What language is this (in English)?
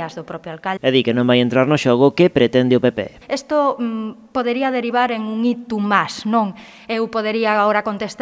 Galician